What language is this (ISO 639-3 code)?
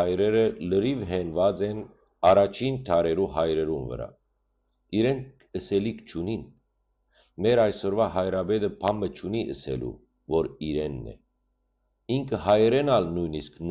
hyw